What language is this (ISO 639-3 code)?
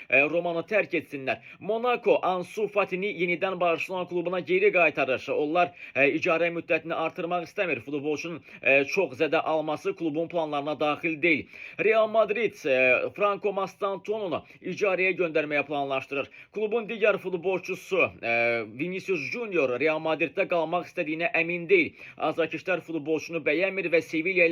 aze